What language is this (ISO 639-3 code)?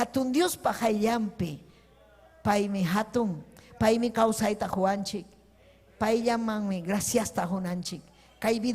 quy